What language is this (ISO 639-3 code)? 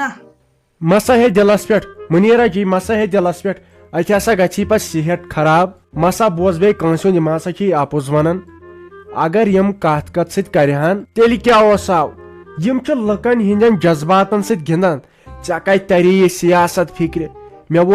kas